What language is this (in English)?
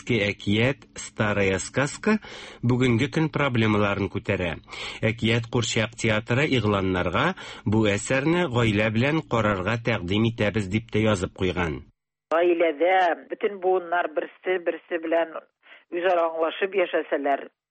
Tatar